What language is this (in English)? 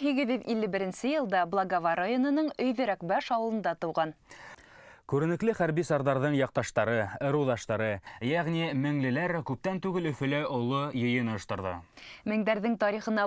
Bashkir